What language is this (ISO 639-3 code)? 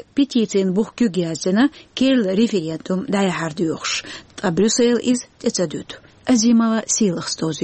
che